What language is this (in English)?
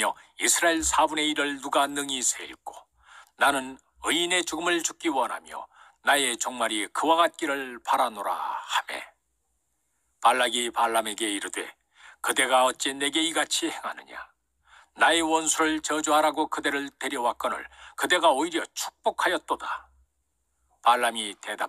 Korean